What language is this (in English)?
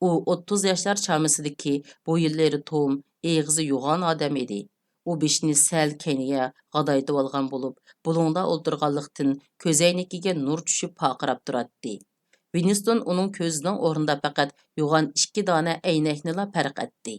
Uyghur